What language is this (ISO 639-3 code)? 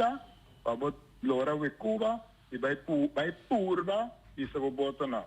pap